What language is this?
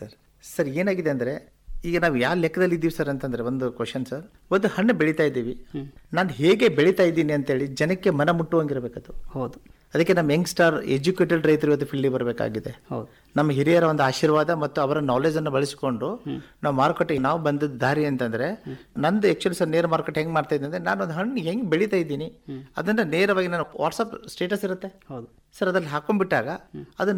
Kannada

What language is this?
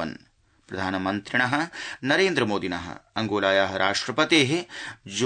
Sanskrit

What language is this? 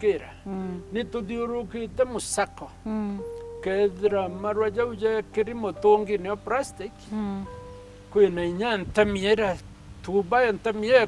Meru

